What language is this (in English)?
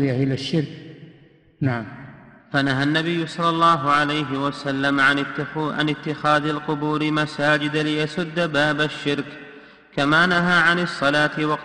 Arabic